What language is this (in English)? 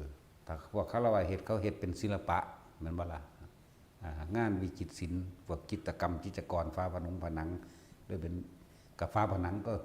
Northeastern Thai